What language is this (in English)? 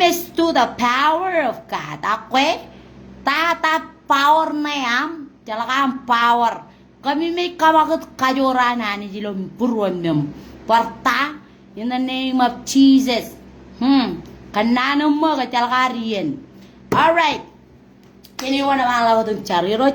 Marshallese